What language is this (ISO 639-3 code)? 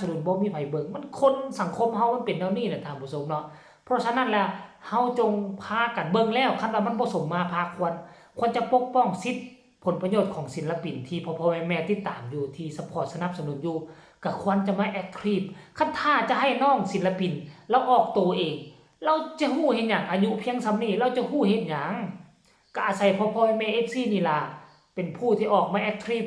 tts